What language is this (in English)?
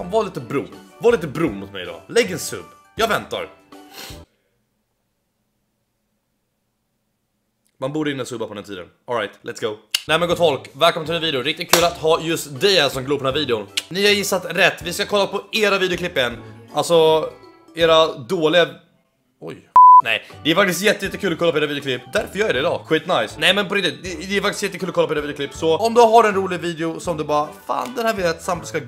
Swedish